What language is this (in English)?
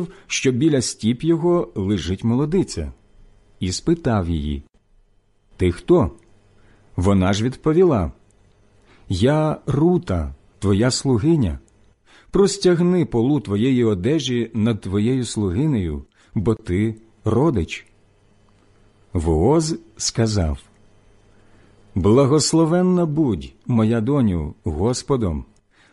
Ukrainian